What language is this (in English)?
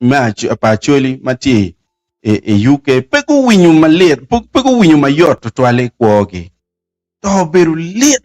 Acoli